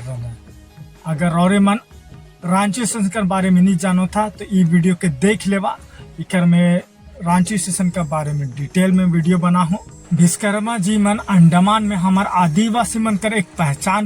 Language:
Sadri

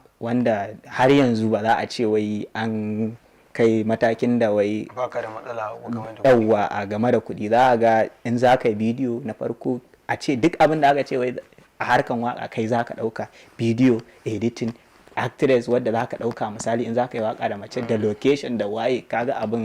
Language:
Hausa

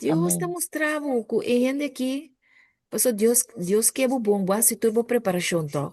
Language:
Papiamento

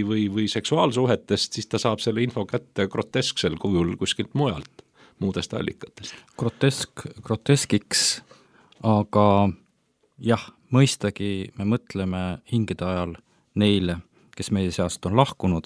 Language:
Estonian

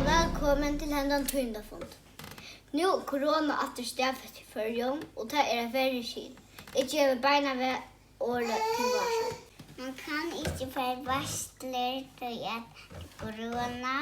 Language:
Faroese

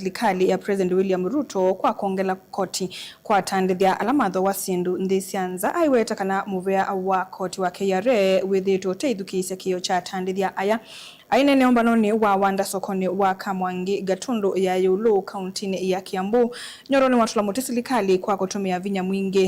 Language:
Kamba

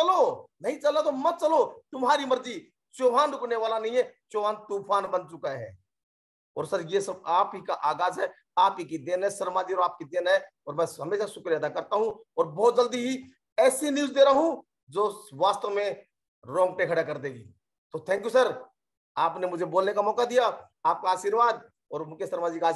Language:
Hindi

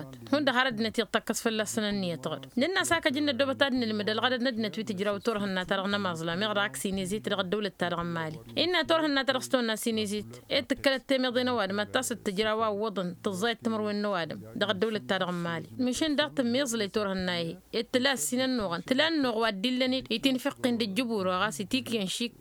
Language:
Tamasheq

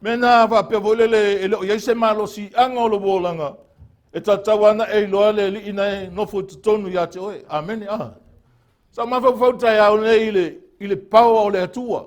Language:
Samoan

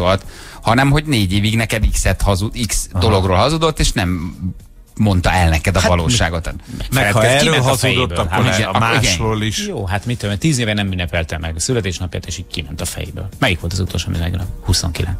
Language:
Hungarian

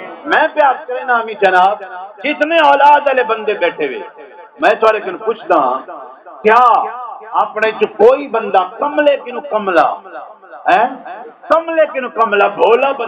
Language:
Saraiki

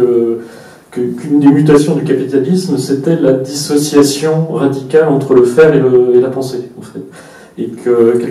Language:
French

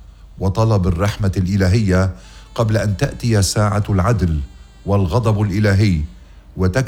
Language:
North Levantine Arabic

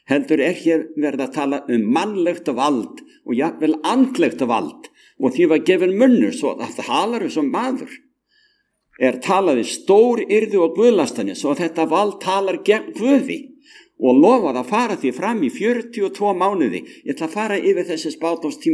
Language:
Icelandic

